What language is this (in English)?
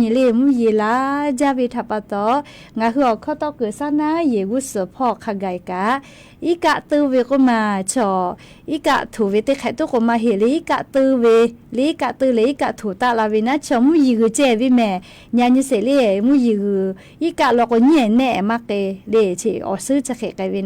Lahu